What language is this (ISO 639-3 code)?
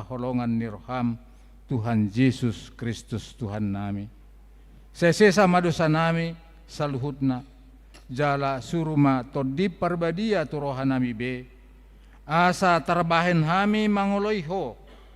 bbc